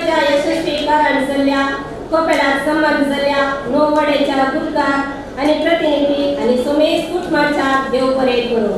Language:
Konkani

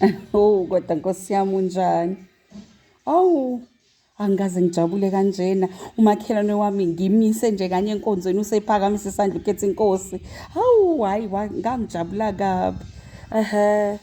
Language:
Zulu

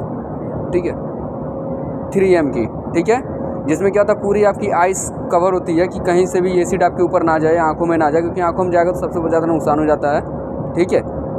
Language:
Hindi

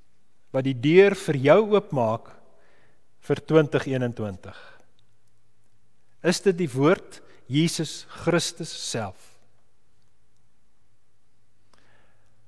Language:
Afrikaans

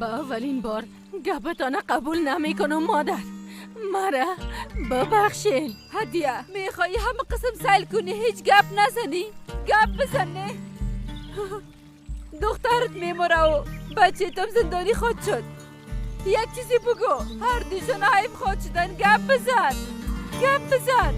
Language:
Persian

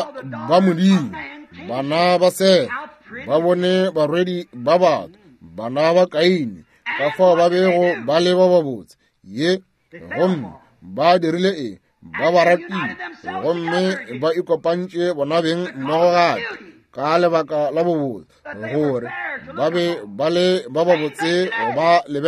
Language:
Northern Sotho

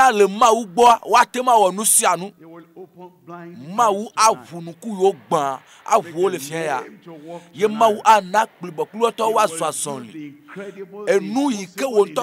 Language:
Ewe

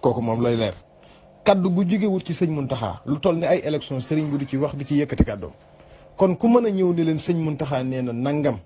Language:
Wolof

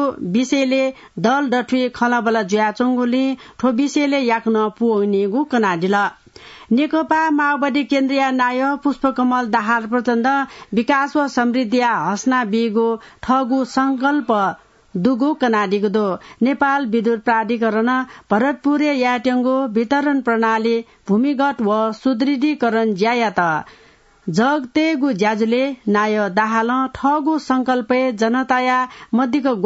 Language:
Newari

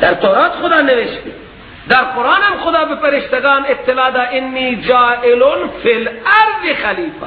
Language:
Persian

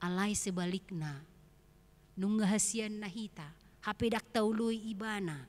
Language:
Batak Toba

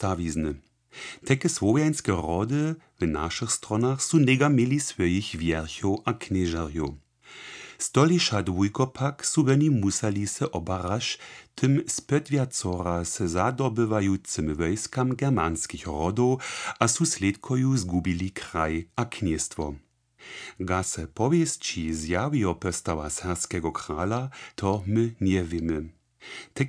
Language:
Lower Sorbian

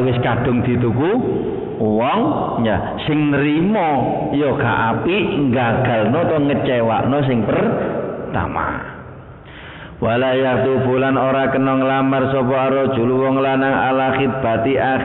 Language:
Javanese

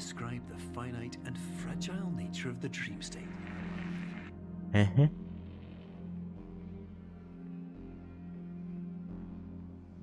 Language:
French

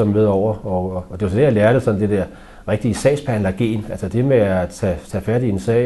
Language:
Danish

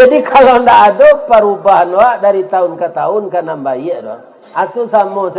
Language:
Minangkabau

